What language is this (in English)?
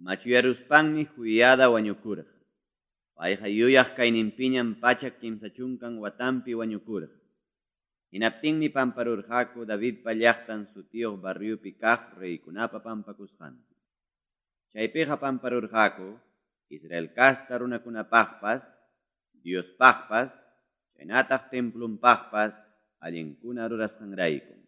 Ayacucho Quechua